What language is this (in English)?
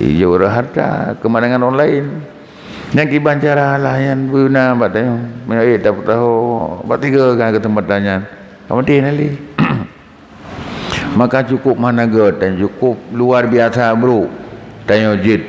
Achinese